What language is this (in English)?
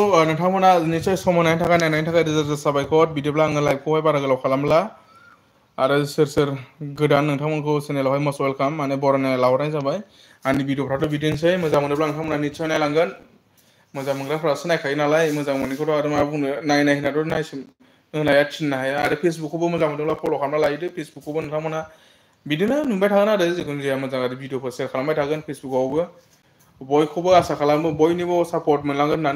Bodo